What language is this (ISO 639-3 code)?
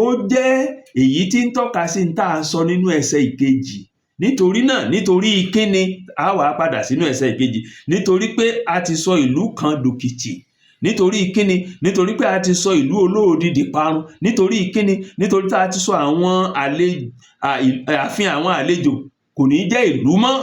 yor